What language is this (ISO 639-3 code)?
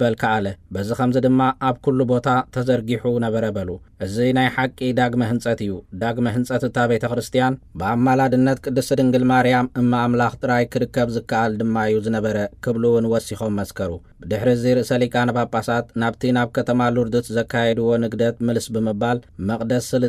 tir